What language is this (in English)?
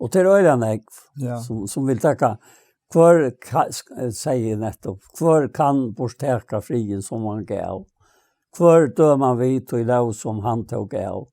Faroese